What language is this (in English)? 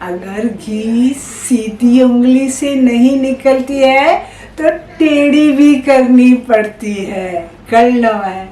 Konkani